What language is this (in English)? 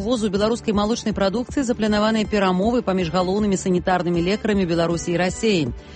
Belarusian